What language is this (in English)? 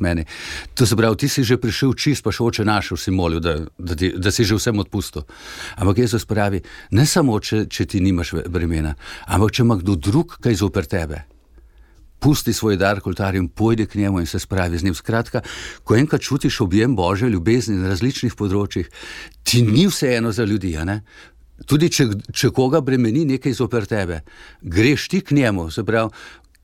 Slovenian